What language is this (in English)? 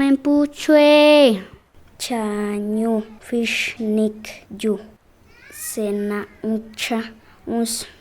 Páez